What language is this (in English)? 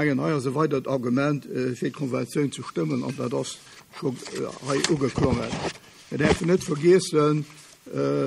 Luxembourgish